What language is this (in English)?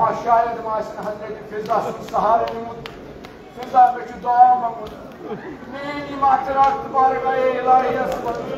Kashmiri